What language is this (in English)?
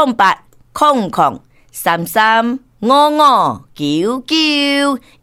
Min Nan Chinese